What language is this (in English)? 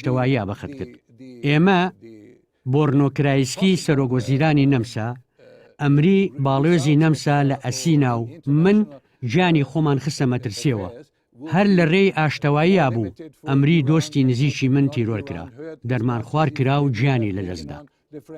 Central Kurdish